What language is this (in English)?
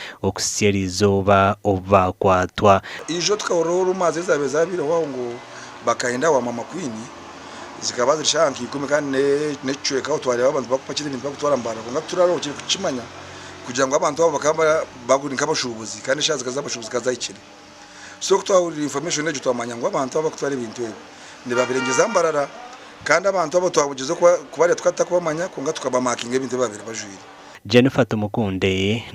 Nyankole